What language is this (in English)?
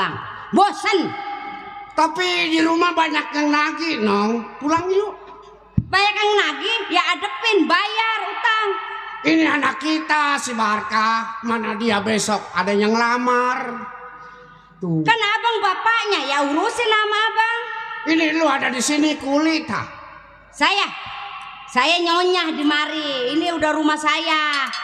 Betawi